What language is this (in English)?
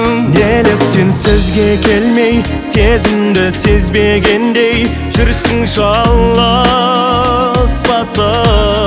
Kazakh